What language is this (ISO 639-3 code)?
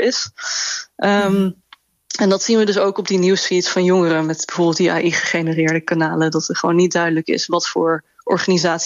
nld